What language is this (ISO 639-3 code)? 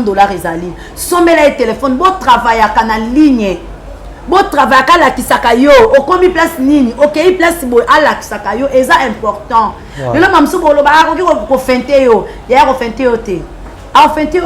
lin